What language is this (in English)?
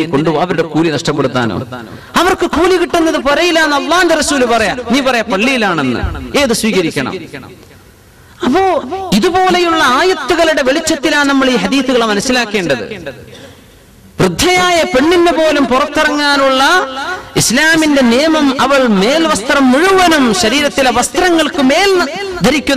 Malayalam